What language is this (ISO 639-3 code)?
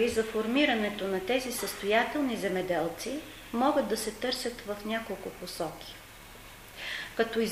bul